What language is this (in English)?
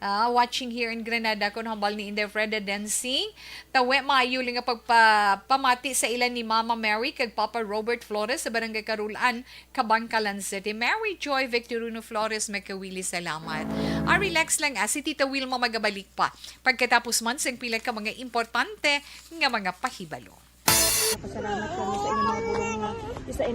Hiligaynon